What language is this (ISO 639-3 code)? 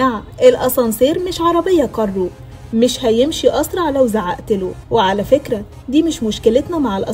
arz